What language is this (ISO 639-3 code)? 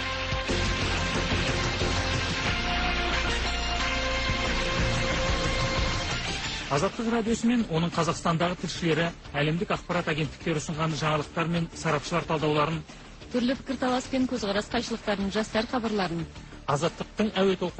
kaz